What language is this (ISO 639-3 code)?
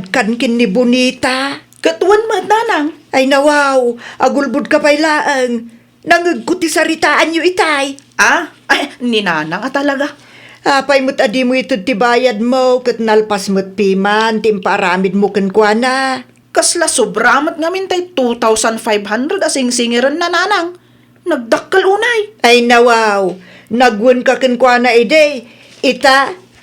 ilo